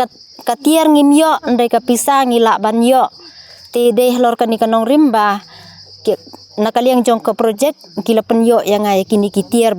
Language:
Khasi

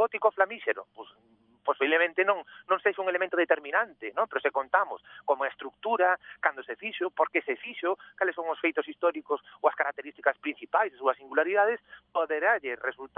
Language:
Galician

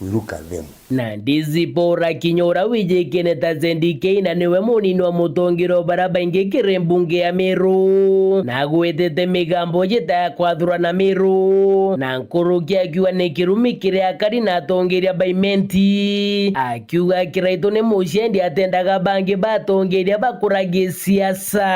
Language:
Meru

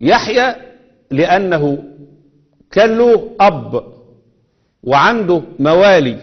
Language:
Egyptian Arabic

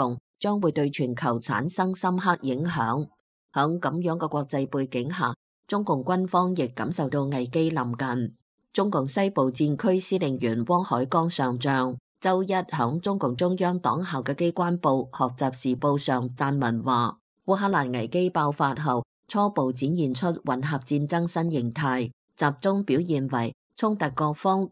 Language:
Cantonese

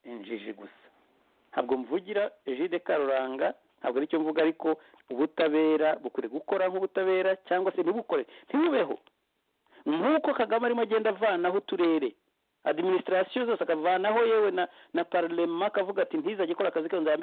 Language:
Kinyarwanda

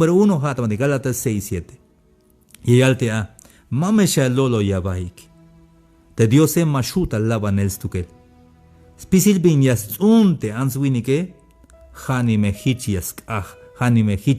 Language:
Tzeltal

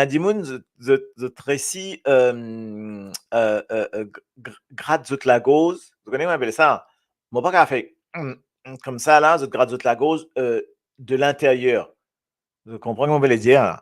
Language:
Morisyen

